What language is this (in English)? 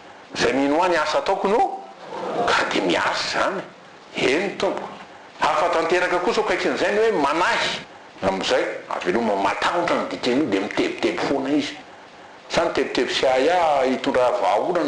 Malagasy